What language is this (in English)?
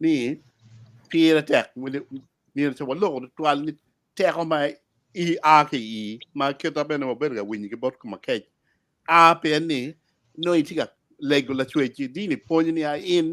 Acoli